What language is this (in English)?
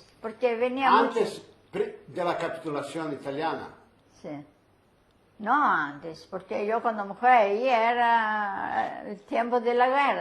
Ladino